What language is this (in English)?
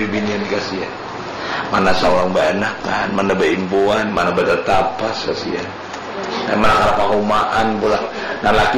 Banjar